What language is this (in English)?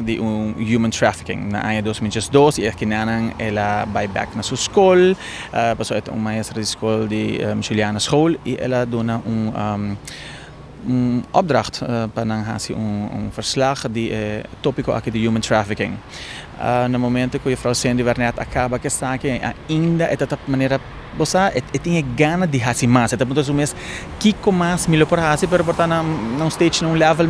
Papiamento